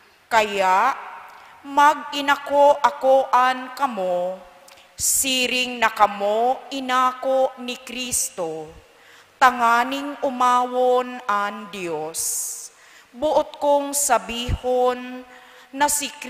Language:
Bikol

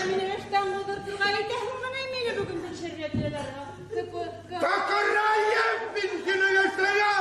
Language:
Bashkir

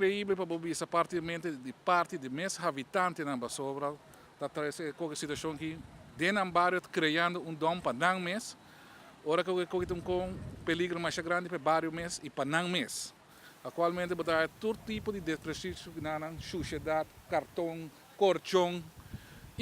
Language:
Papiamento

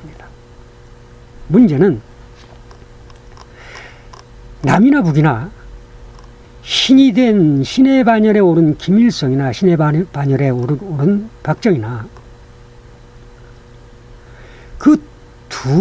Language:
Korean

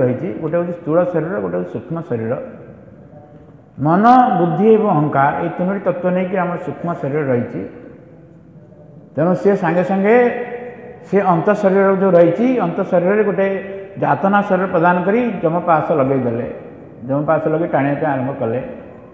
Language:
Odia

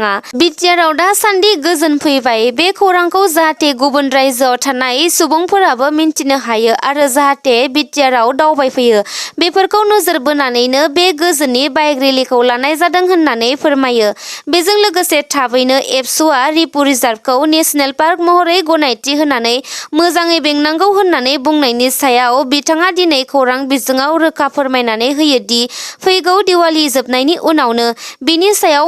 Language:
Bodo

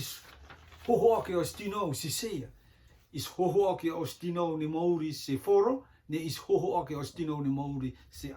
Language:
Rotuman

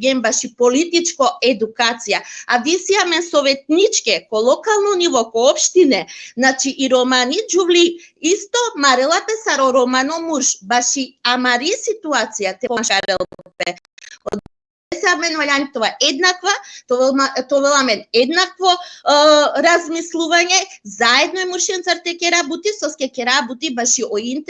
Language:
Balkan Romani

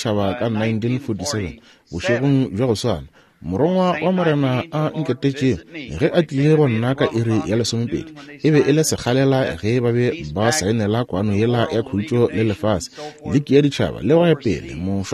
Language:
Northern Sotho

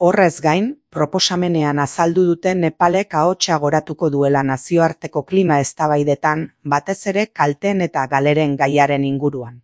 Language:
Basque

